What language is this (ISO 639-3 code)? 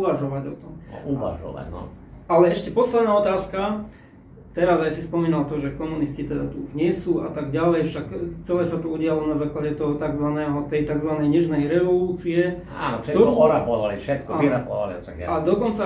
slk